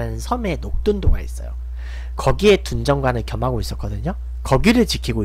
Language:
Korean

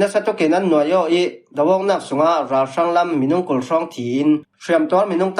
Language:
Falam Chin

